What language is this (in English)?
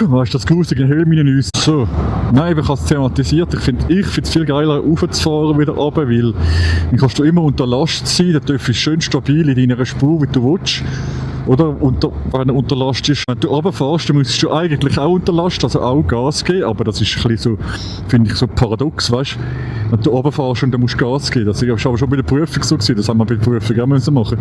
Swiss German